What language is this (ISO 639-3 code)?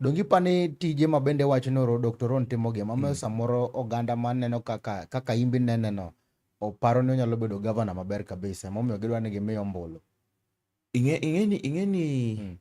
luo